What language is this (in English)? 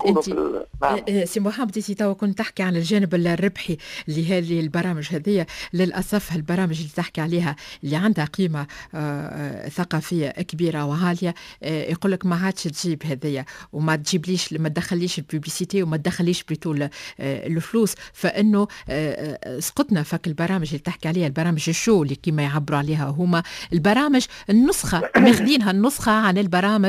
Tunisian Arabic